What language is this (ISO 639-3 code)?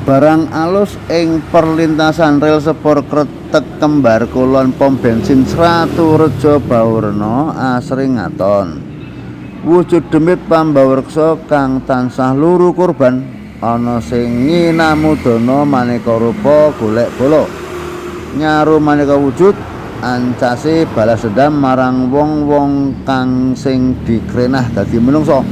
jav